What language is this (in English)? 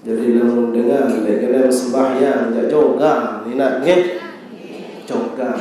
Sasak